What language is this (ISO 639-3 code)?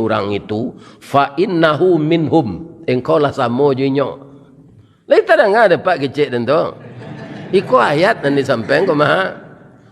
min